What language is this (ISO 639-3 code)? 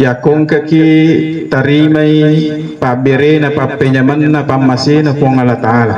bug